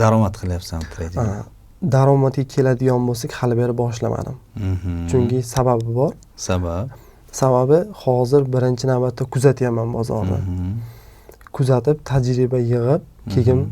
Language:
Uzbek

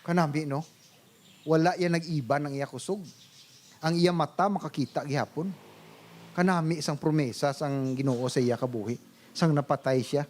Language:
Hiligaynon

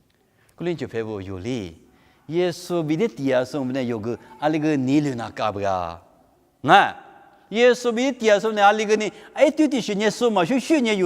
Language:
Lisu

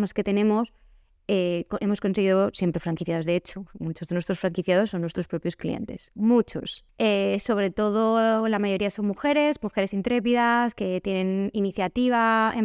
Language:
Spanish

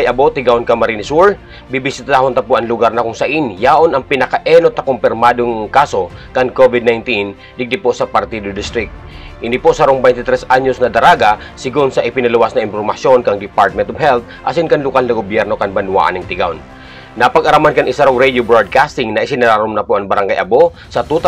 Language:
Bikol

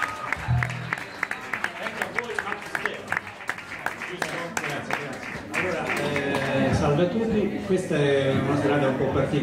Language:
Italian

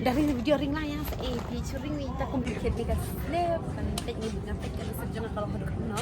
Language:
Khasi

